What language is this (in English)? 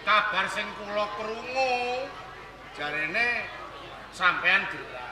Javanese